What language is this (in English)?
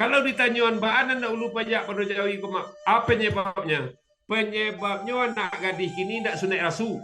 Minangkabau